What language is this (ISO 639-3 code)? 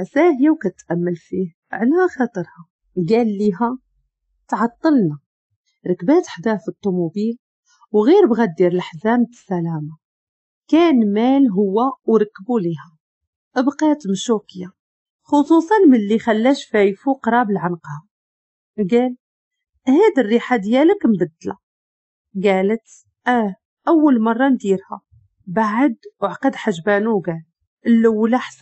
ary